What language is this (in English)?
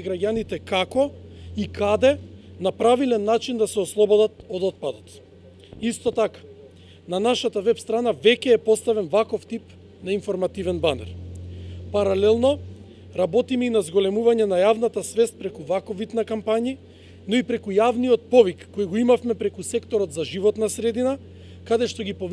Macedonian